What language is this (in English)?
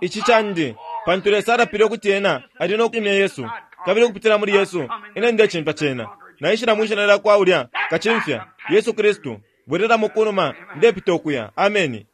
Bemba